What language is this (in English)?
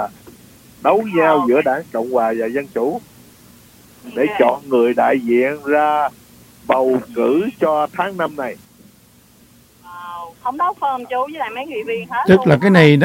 Vietnamese